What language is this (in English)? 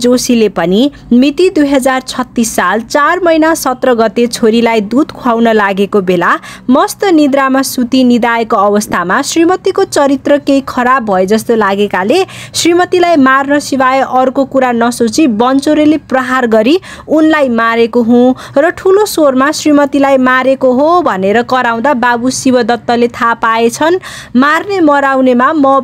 Nepali